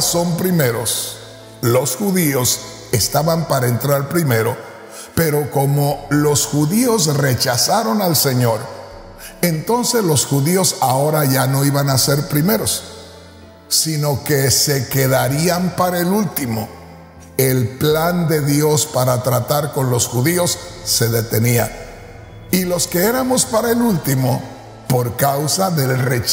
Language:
Spanish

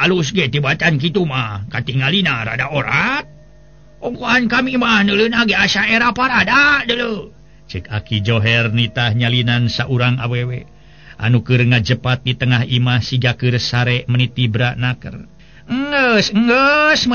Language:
Sundanese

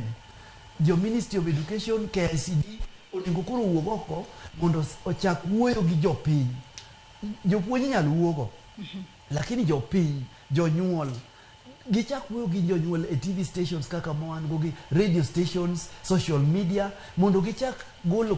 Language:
Luo (Kenya and Tanzania)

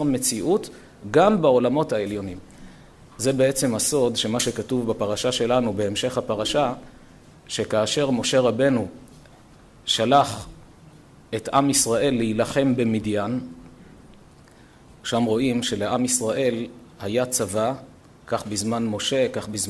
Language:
Hebrew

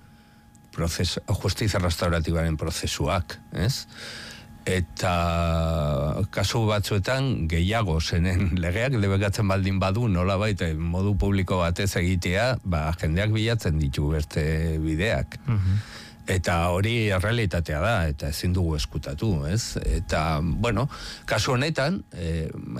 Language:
Basque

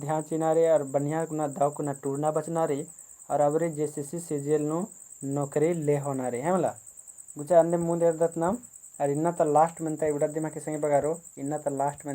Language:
Kurukh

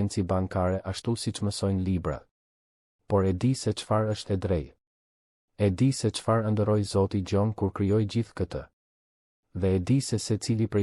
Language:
Albanian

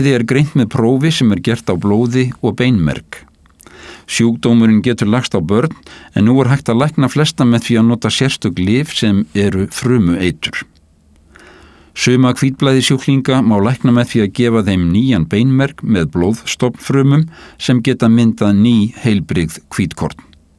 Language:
Icelandic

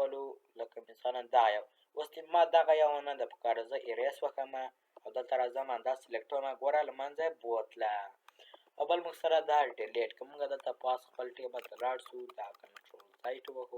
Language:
Pashto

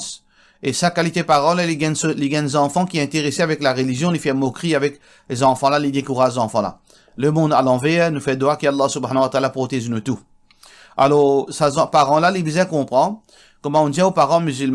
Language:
Morisyen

